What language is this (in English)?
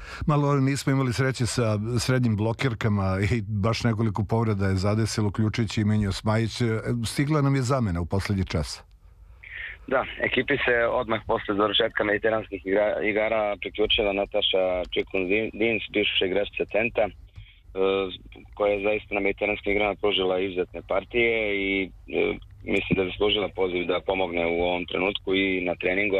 Serbian